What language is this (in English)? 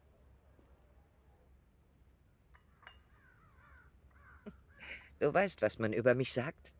German